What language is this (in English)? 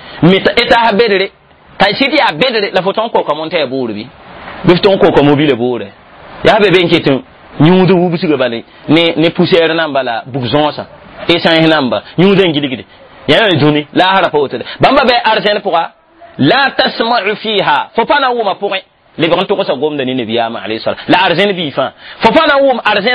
Mossi